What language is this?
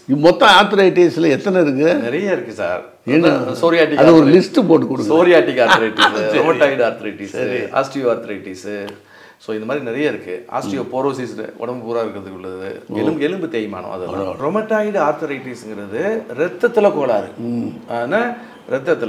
Tamil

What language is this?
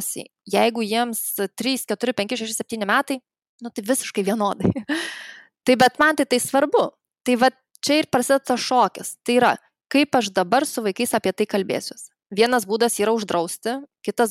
Lithuanian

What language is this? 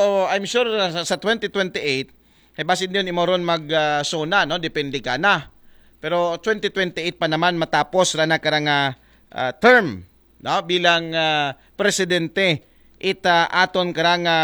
Aklanon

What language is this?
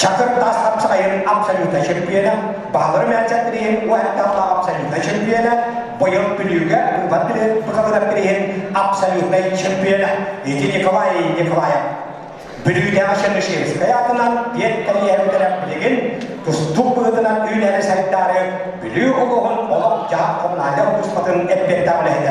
Yakut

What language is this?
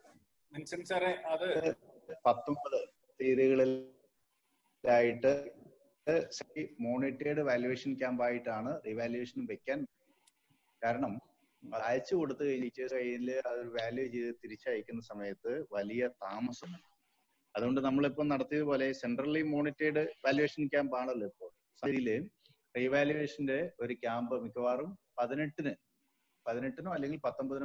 Malayalam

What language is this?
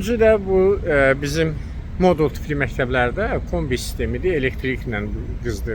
Azerbaijani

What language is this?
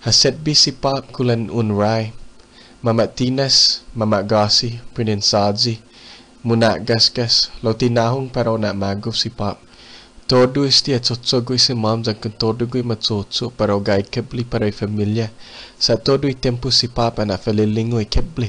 Chamorro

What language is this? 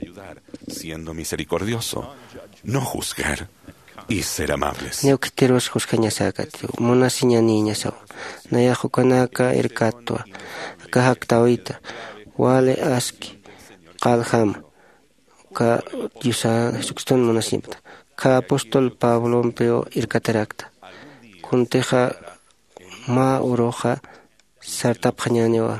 Aymara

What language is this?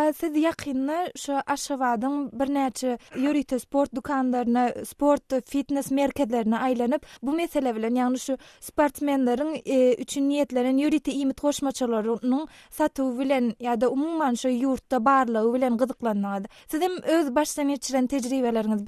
Turkmen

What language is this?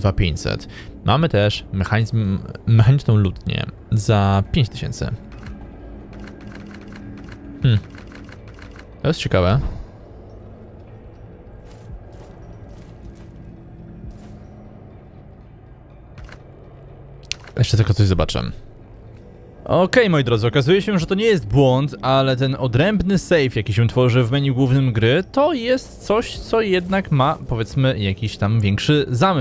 Polish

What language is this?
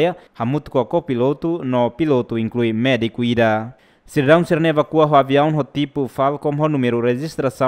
Tetum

